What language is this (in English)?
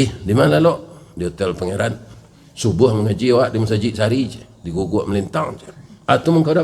Minangkabau